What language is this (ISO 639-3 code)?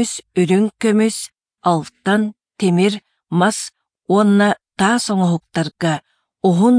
sah